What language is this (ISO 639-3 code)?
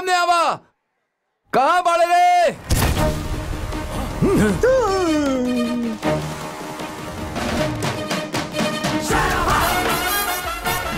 bho